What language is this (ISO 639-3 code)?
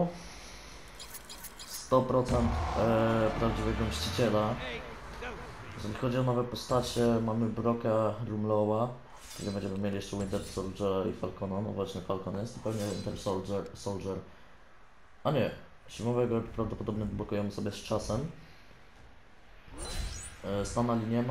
pol